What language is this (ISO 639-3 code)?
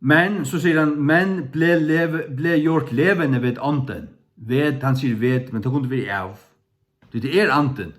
fao